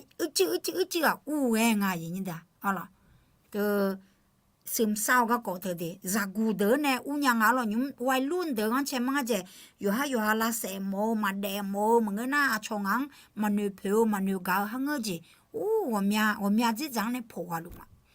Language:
Akha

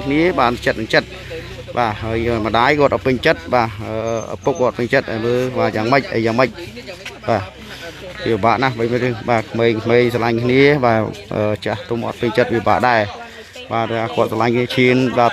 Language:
Khmer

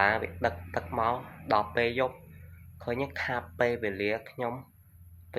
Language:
Khmer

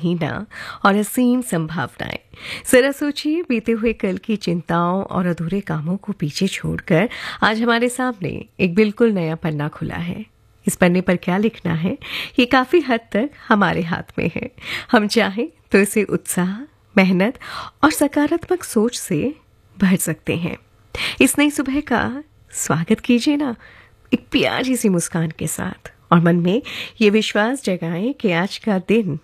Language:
Hindi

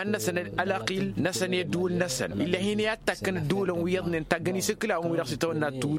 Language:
Tamasheq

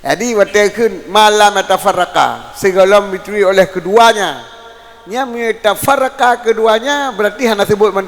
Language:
Achinese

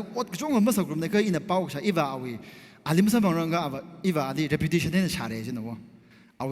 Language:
Tangkhul Naga (India)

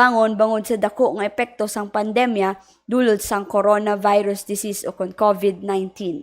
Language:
Hiligaynon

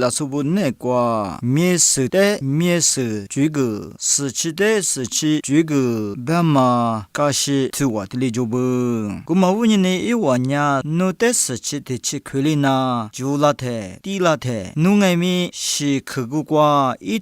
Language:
Lisu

